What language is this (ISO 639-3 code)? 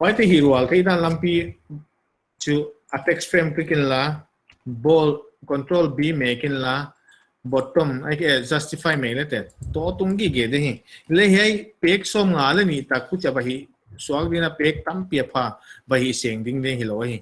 pck